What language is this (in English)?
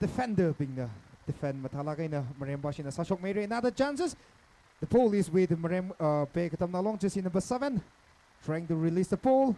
Tangkhul Naga (India)